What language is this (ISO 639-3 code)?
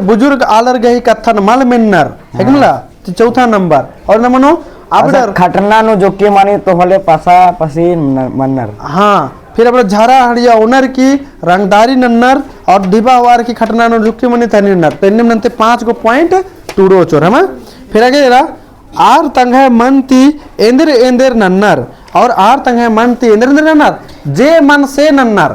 kru